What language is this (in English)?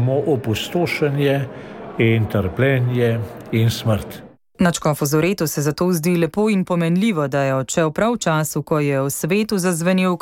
Slovenian